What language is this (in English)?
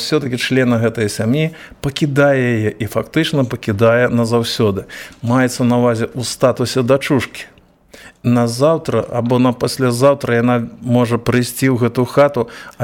Belarusian